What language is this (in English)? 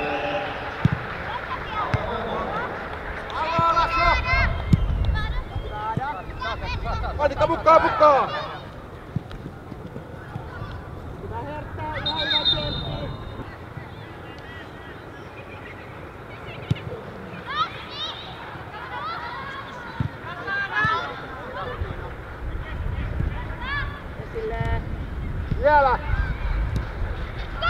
Finnish